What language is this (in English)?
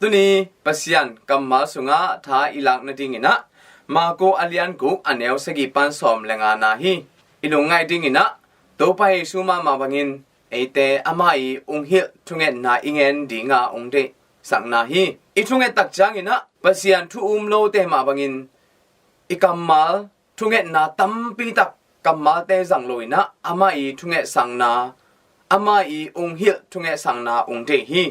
Tedim Chin